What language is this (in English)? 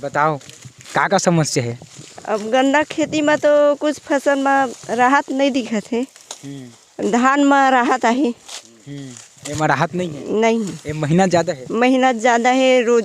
Chhattisgarhi